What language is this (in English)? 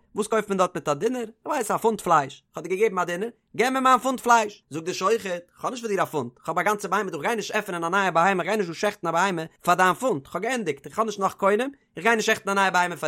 Yiddish